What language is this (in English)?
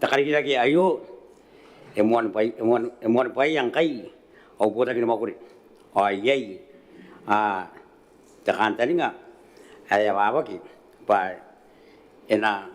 Gilbertese